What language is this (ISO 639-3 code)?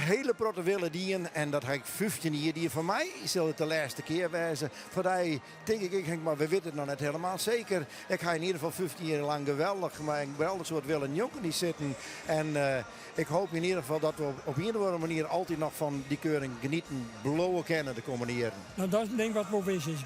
fry